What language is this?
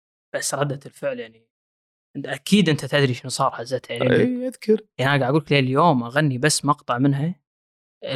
Gulf Arabic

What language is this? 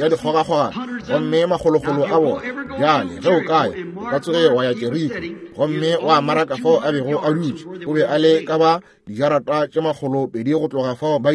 Northern Sotho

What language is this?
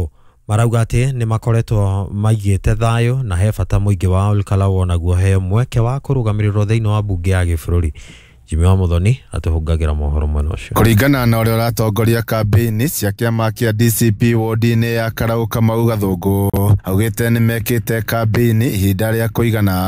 Kikuyu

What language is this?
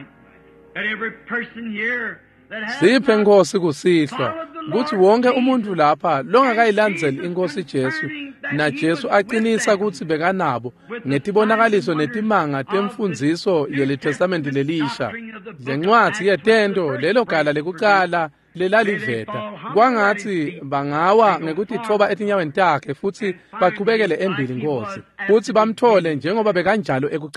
Swati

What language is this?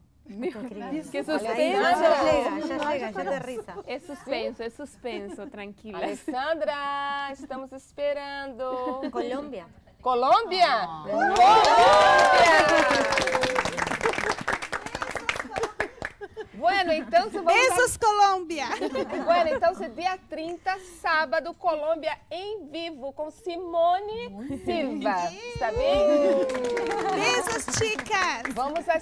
Portuguese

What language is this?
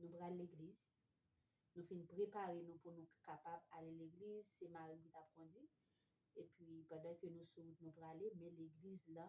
Haitian Creole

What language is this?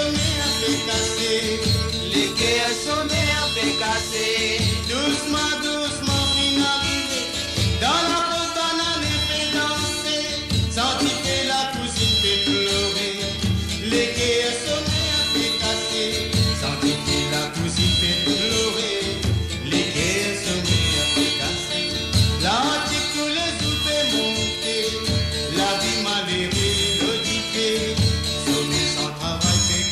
Morisyen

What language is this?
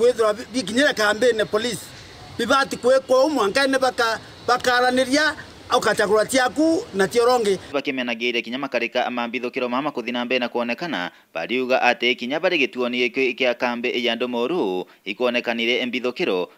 Meru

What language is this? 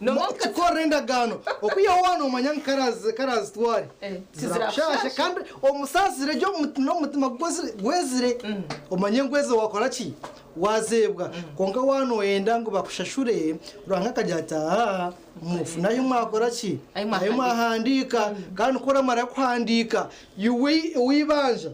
Nyankole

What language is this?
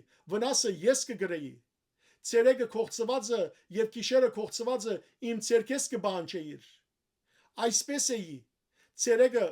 Western Armenian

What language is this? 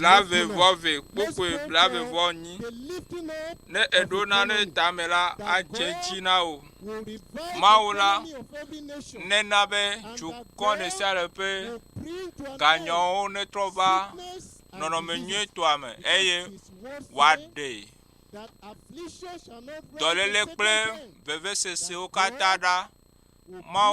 Ewe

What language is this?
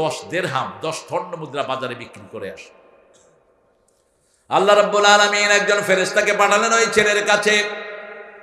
Bangla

